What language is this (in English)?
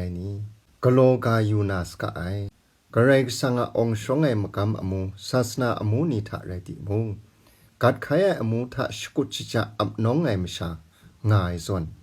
Kachin